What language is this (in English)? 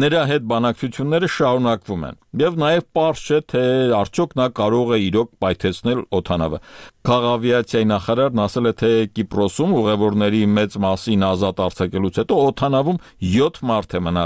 Armenian